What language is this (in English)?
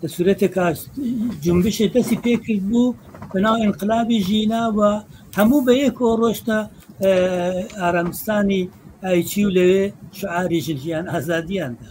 Central Kurdish